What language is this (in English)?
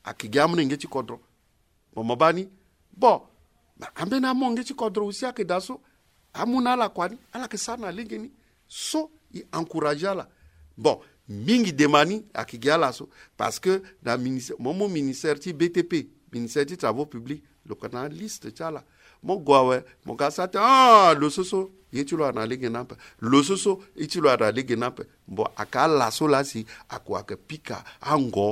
Sango